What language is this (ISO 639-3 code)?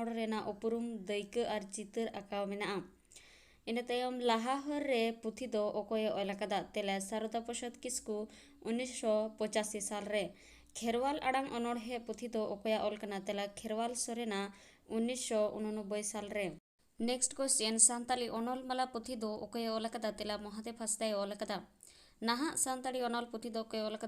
sat